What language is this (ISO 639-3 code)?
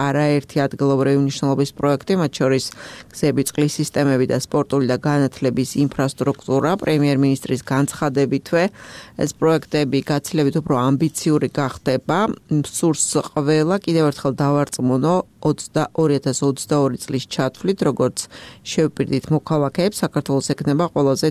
kat